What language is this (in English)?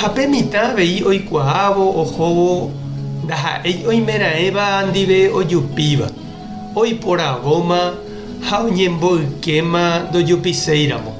Guarani